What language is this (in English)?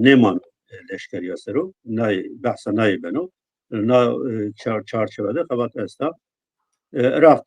Zaza